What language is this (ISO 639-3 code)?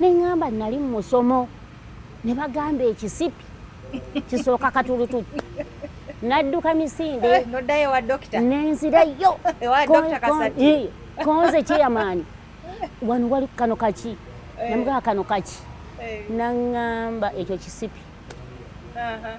lug